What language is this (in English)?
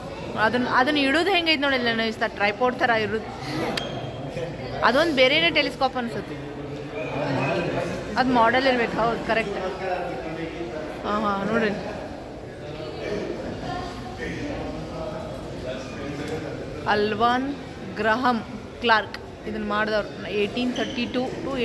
Kannada